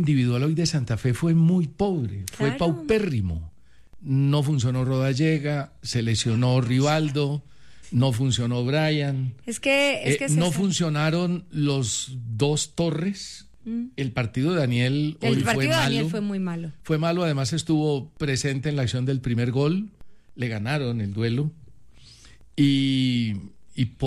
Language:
Spanish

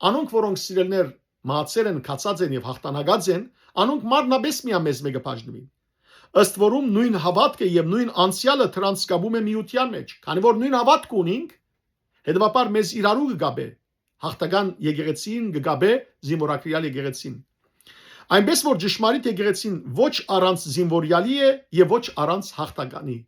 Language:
Western Armenian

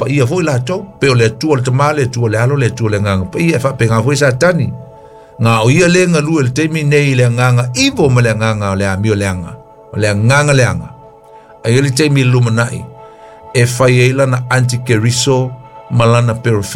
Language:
Samoan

